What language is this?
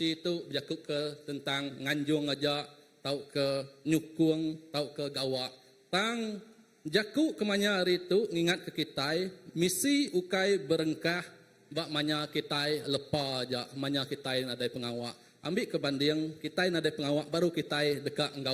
Iban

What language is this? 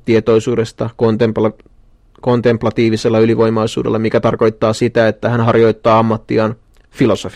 Finnish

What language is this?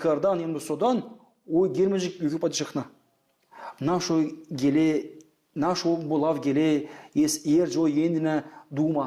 Gagauz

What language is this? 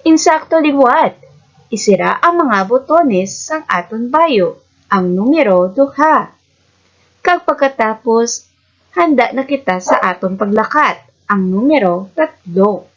Hiligaynon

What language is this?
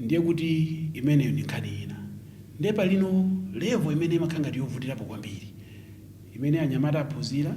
Nyanja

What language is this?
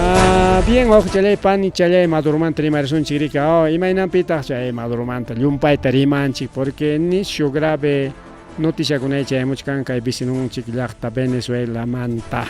Ayacucho Quechua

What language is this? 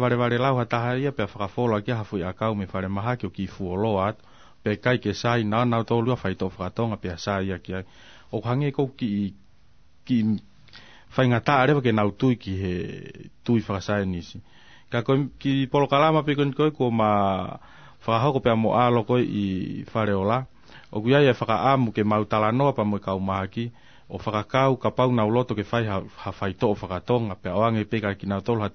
Tongan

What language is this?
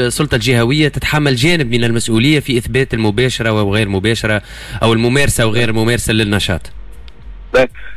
Tunisian Arabic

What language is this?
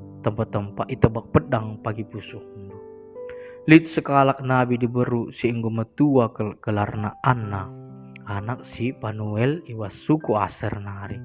Batak Karo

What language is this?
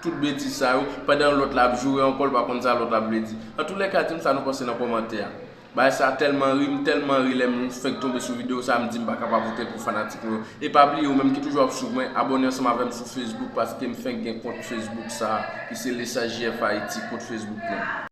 Haitian Creole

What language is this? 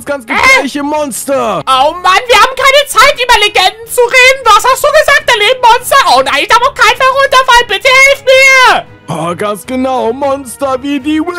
German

